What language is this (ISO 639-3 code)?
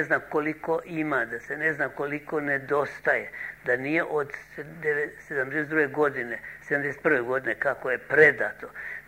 srp